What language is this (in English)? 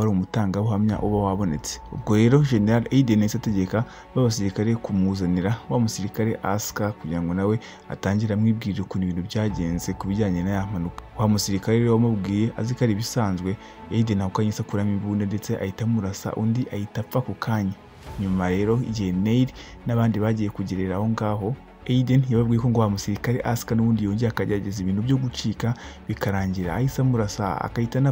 Kinyarwanda